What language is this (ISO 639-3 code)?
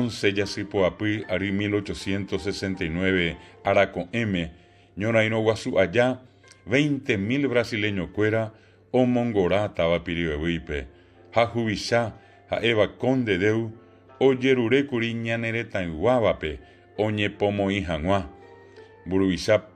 grn